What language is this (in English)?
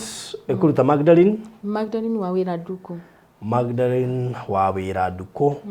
Kikuyu